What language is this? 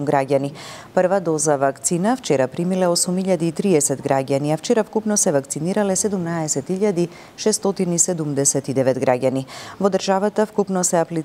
Macedonian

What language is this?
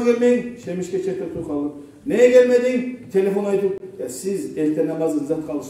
Kumyk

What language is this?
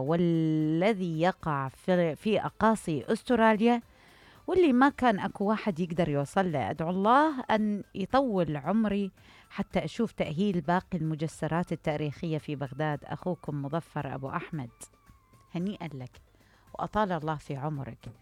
Mesopotamian Arabic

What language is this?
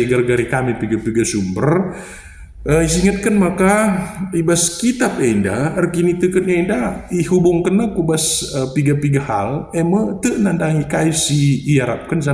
Batak Karo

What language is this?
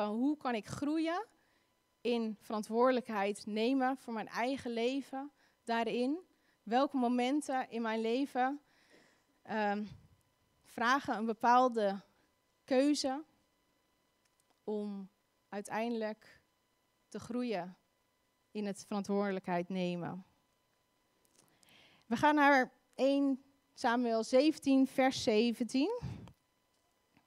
Dutch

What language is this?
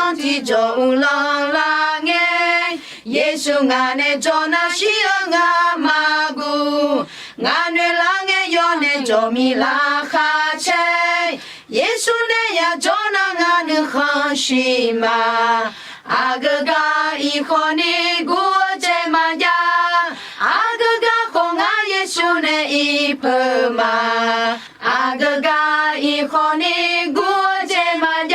Akha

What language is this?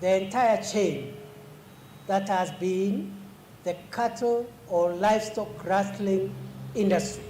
Kamba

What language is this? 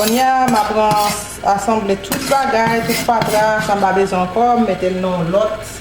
Haitian Creole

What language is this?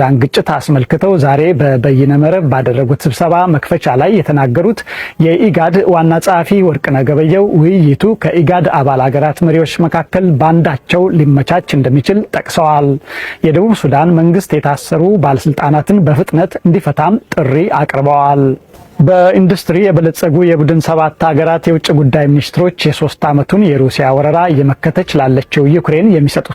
Amharic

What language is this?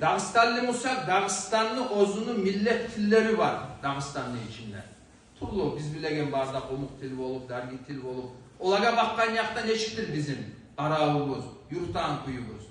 Kumyk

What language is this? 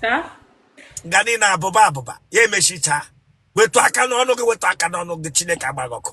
Igbo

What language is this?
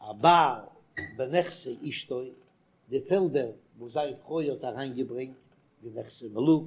Yiddish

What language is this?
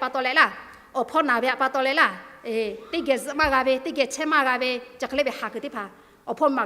Lahu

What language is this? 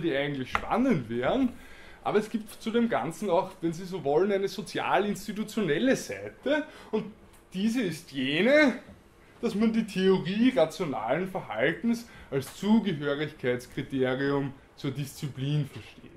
German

